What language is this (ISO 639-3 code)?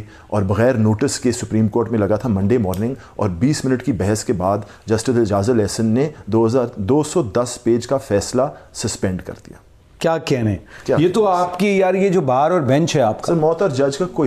urd